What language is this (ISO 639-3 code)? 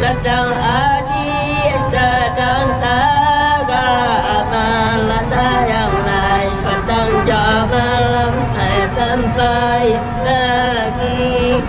min